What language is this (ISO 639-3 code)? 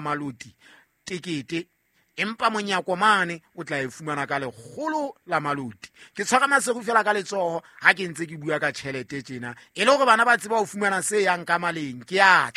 sot